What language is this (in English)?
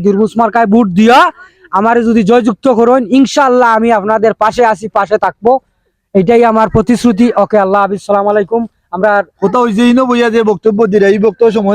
Sylheti